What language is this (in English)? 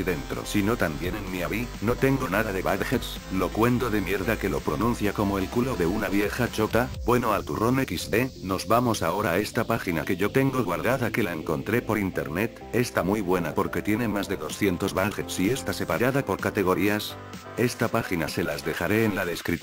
Spanish